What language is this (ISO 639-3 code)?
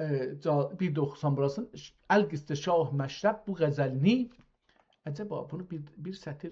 azb